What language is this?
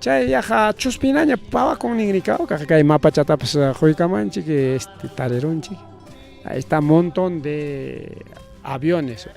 Ayacucho Quechua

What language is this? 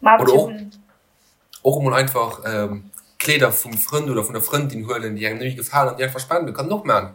Luxembourgish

